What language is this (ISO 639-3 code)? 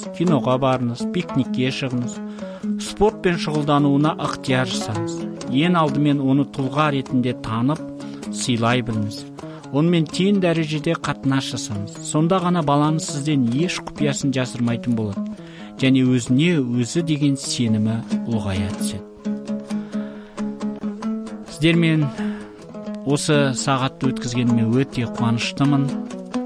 kaz